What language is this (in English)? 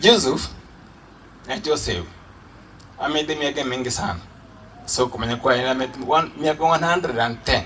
Gusii